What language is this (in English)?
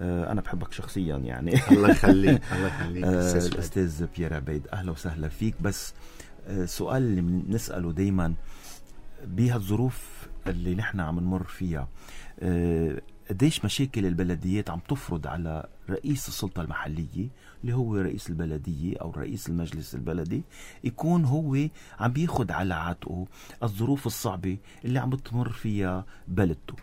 North Levantine Arabic